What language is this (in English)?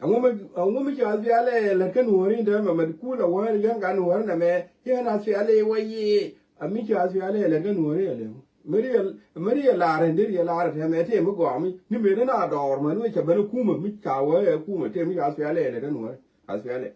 Nuer